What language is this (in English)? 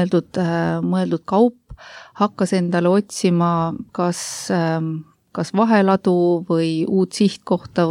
Estonian